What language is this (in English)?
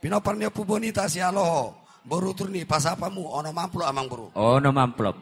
Batak Toba